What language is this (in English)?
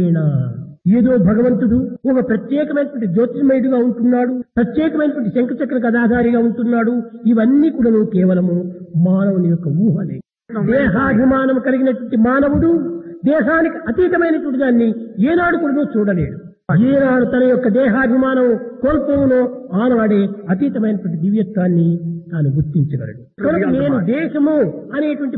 Telugu